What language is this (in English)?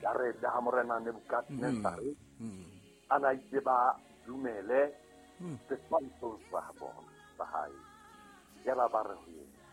Southern Sotho